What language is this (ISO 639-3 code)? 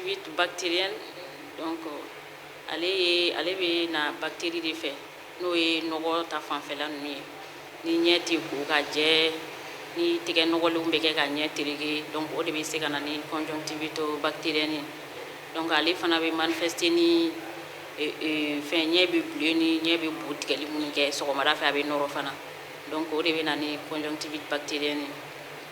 bam